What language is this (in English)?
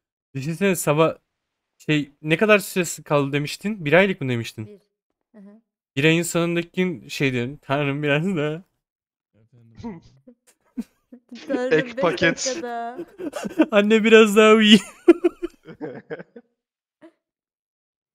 Turkish